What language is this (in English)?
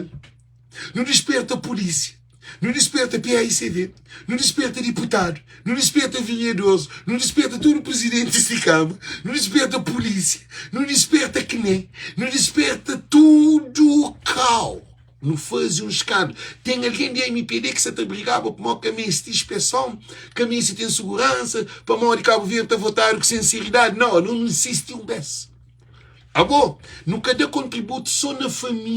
Kabuverdianu